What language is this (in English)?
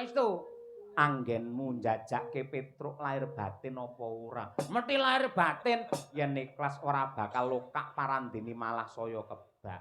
Javanese